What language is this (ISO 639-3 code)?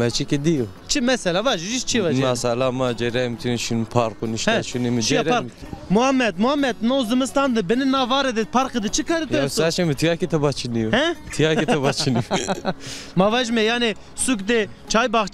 zza